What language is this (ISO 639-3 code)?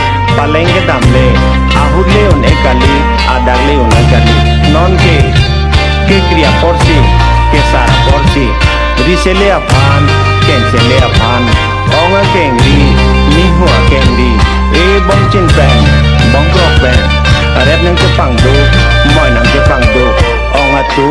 mjw